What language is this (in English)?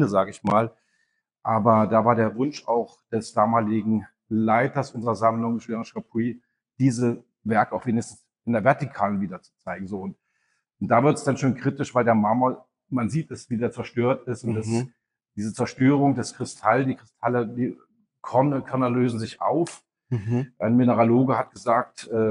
German